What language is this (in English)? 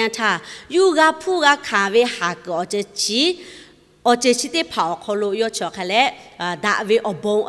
Lahu